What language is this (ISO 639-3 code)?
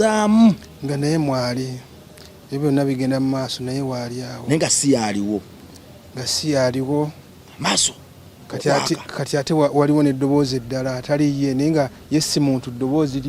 lug